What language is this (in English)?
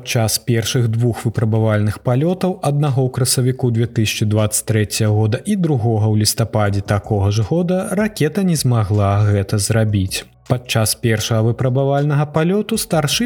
Belarusian